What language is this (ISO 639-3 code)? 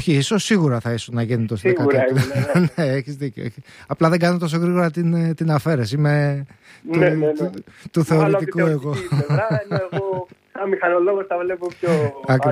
ell